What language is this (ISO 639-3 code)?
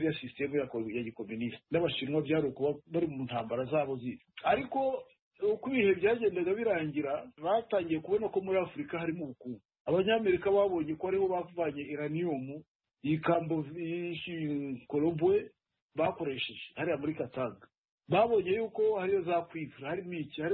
kin